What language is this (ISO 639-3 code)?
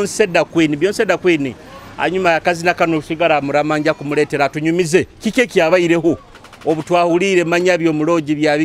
nyo